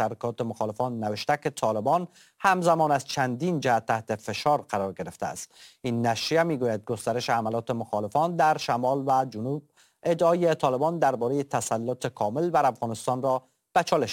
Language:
Persian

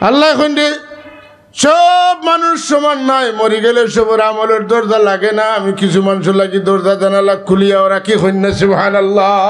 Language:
Sylheti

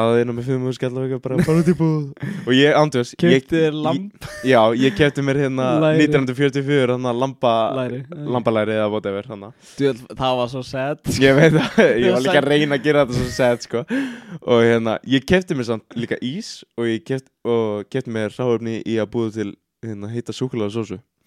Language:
Icelandic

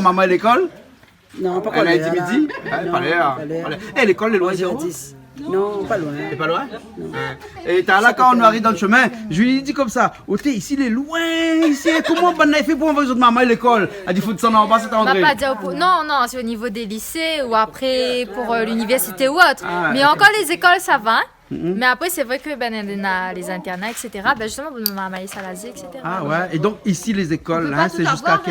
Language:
Réunion Creole French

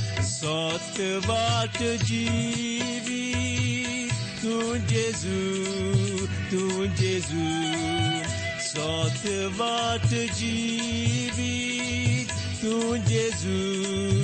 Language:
Konkani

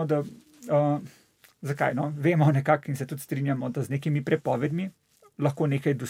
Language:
Slovenian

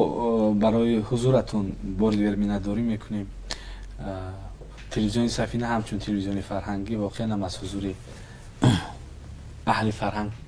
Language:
Tajik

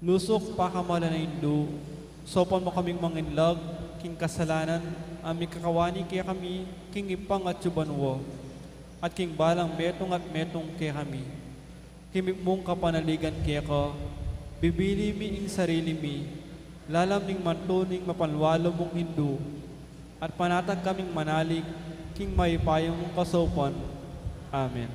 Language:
Pampanga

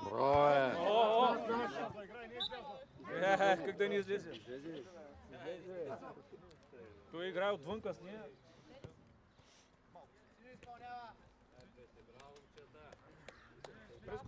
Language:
Bulgarian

